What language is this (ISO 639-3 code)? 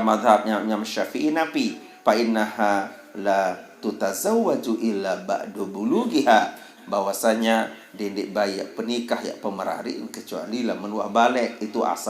sas